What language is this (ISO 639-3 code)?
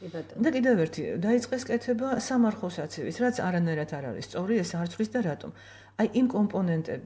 kat